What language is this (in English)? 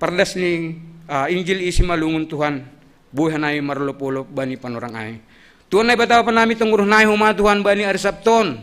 Batak Simalungun